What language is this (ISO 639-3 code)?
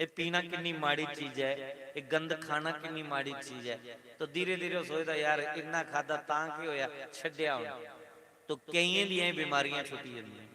doi